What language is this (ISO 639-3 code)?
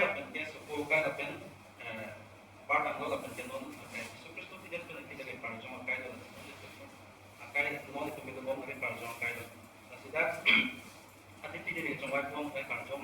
mjw